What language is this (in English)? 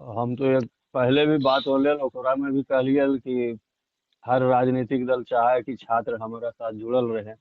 Magahi